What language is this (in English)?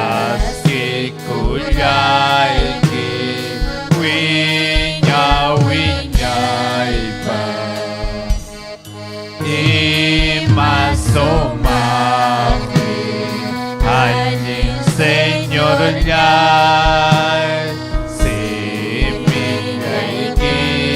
Ayacucho Quechua